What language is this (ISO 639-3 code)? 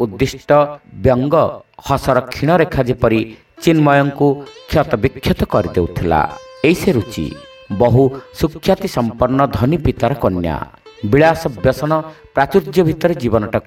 ori